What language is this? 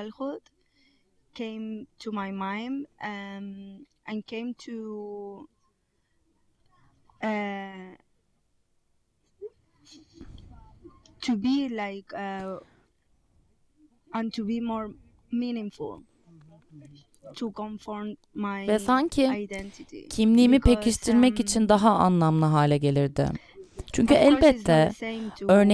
Turkish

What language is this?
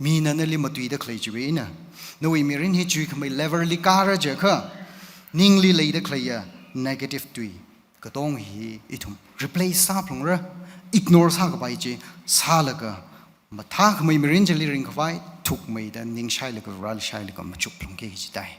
Tangkhul Naga (India)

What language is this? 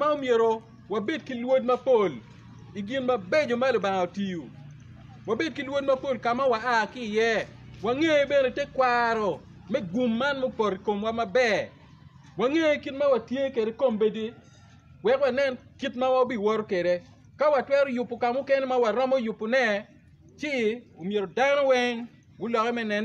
Acoli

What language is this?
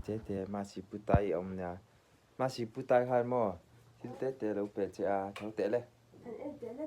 Mizo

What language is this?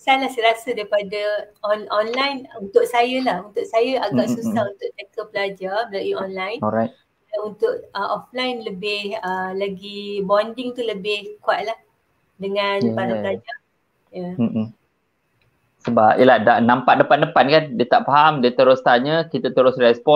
Malay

